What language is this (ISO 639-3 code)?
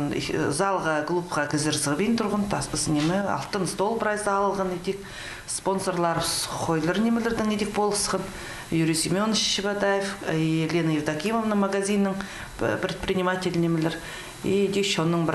kjh